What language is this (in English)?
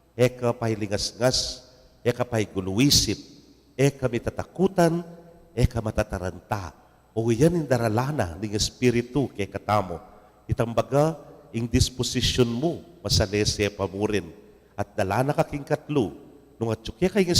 Pampanga